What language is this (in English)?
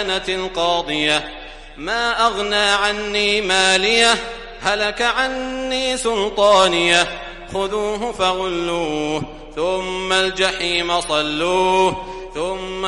Arabic